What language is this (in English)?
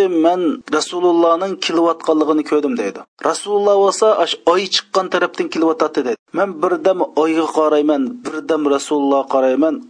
Uyghur